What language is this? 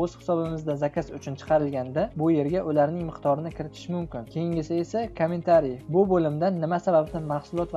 Uzbek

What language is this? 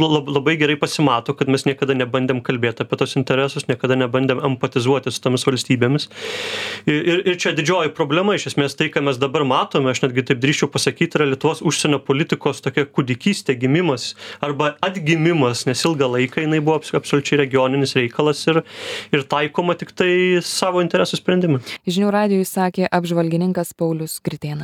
Lithuanian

